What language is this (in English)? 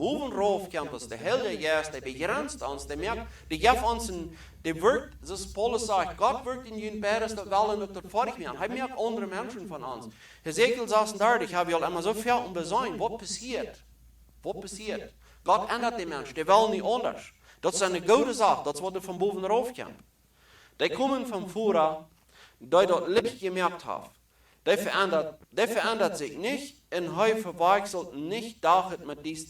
Plautdietsch